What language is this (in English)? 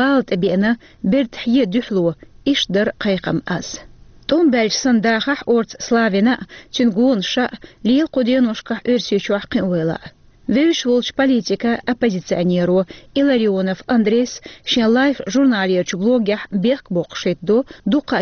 Chechen